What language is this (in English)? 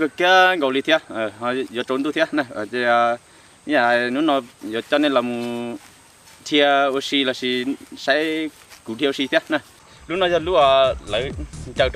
Hmong